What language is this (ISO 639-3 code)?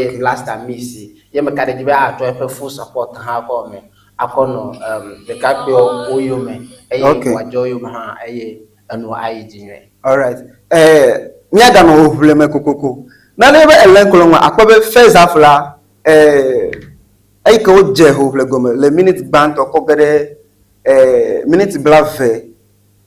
ewe